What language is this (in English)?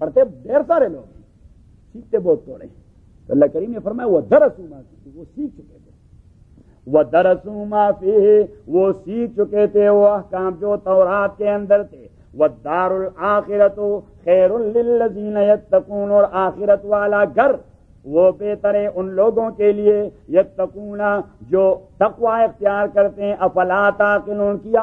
Urdu